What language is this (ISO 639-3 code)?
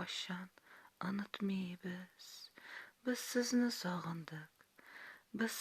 tat